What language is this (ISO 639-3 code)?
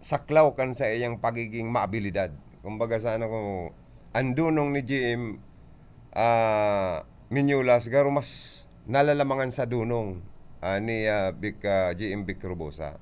bik